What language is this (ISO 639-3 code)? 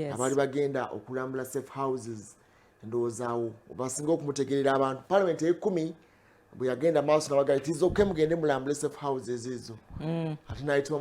lug